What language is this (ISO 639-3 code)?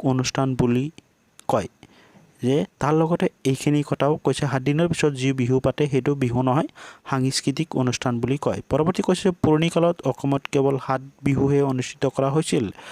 asm